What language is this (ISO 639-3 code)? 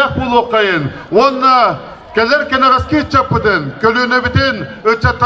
sah